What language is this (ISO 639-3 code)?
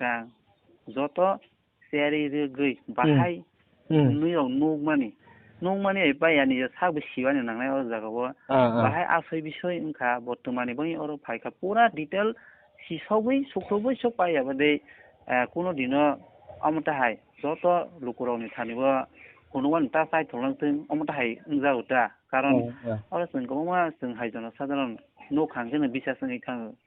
trp